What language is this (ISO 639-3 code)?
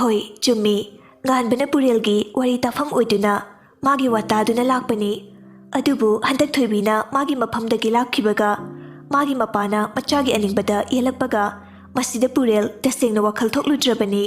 mni